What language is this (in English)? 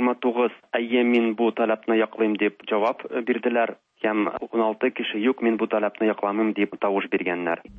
Tatar